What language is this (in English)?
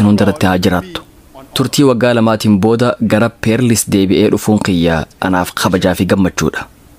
Oromo